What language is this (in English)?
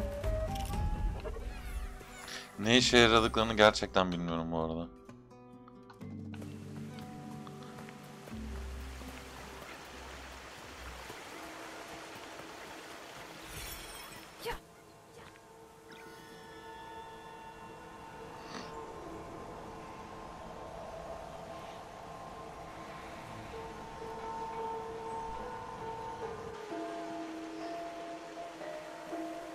Turkish